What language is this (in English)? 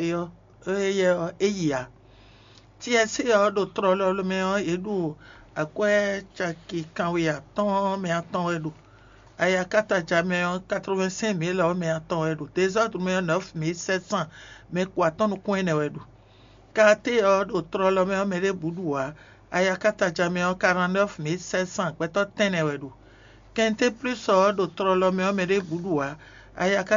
Fon